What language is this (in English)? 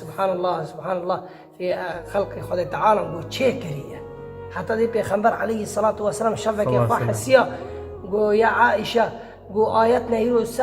Kurdish